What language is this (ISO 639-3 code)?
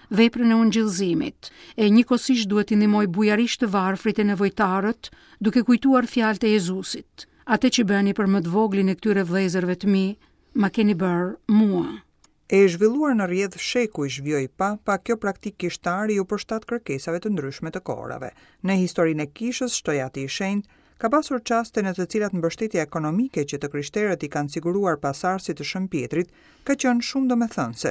sqi